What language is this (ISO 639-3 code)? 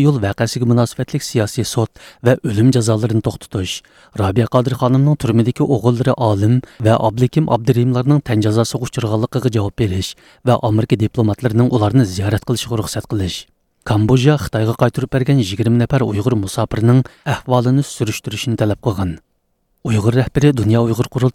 uig